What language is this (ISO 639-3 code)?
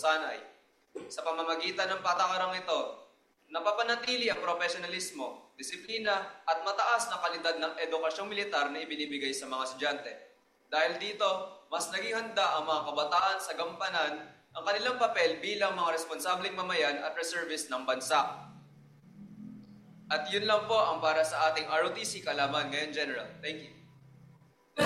fil